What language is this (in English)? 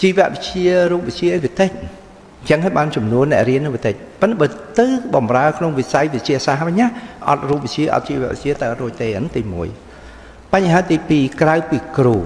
Khmer